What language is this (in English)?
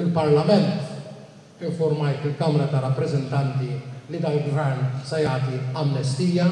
Maltese